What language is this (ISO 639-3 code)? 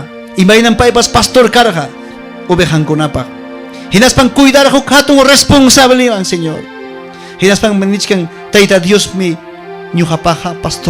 quy